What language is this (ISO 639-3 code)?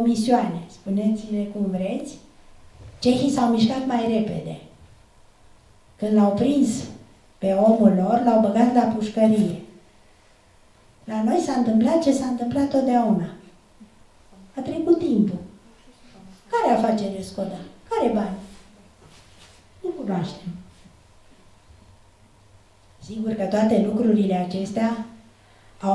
ron